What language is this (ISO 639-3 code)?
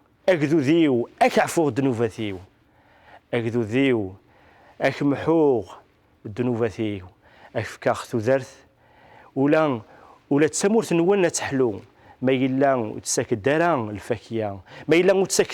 kab